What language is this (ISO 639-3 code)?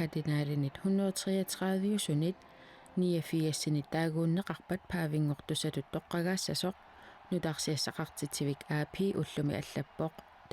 kal